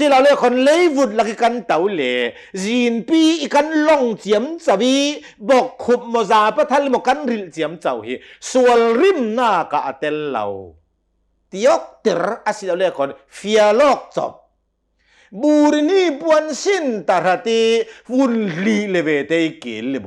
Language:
Hakha Chin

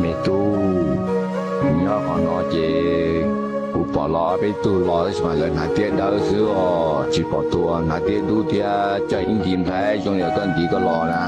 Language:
Hmong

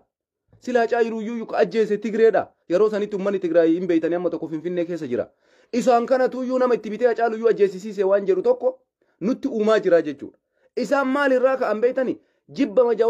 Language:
Oromo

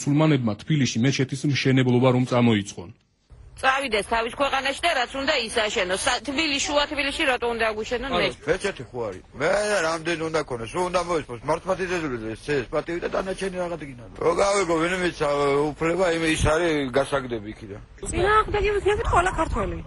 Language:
Georgian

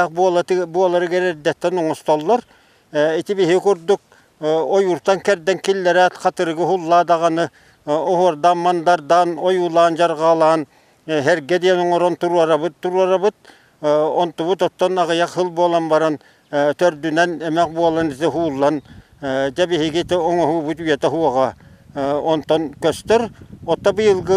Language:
Yakut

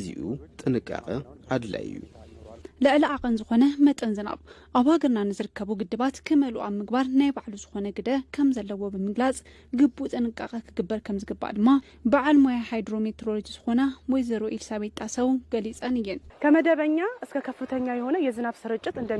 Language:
Tigrinya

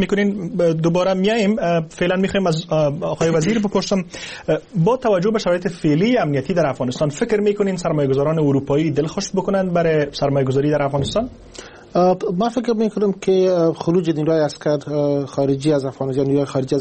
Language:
Persian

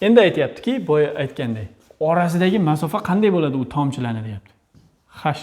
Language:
Uzbek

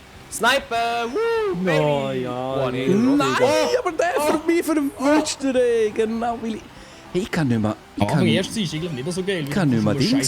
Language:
Swiss German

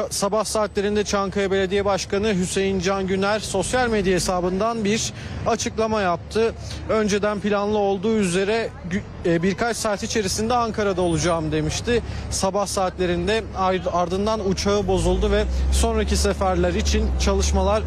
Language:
Turkish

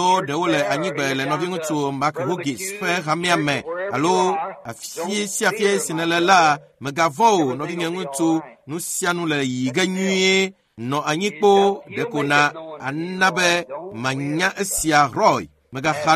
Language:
Ewe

